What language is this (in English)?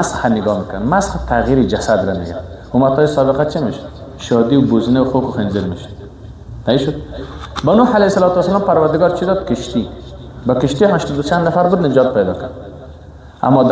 Persian